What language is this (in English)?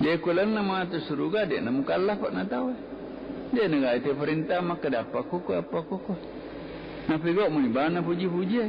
Buginese